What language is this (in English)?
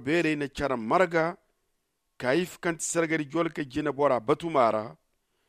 Zarma